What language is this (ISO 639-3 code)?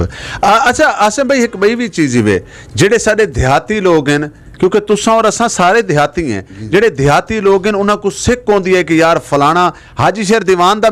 lah